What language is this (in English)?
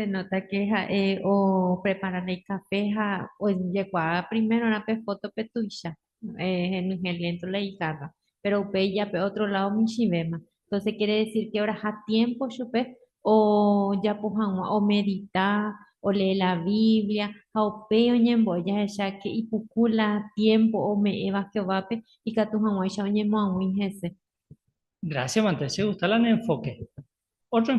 Guarani